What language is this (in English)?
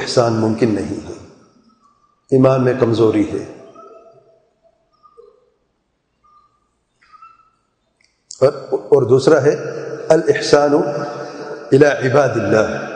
Urdu